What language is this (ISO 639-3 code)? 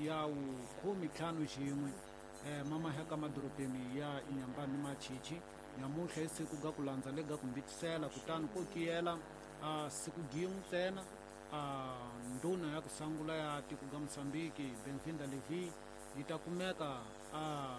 tso